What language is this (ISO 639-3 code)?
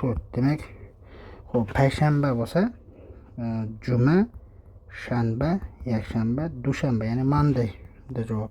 uzb